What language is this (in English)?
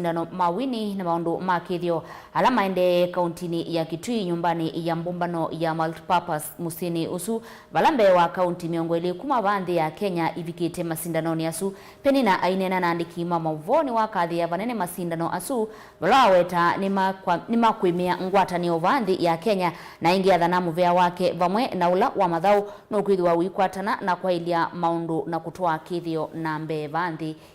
Kamba